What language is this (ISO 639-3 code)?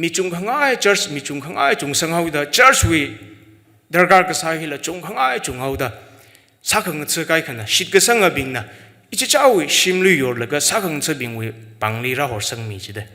nmf